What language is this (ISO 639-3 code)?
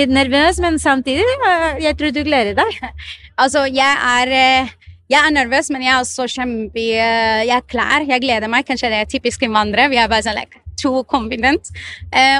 nor